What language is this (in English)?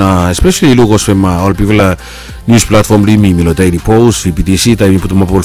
Bislama